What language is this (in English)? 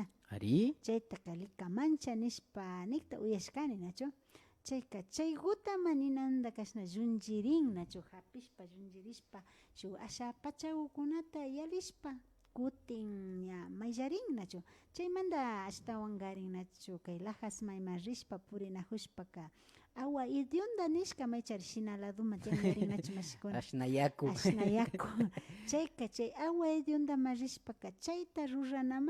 Imbabura Highland Quichua